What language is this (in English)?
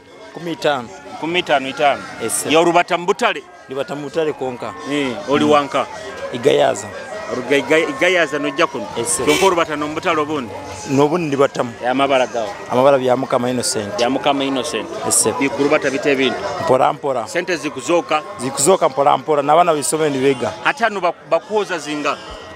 Nyoro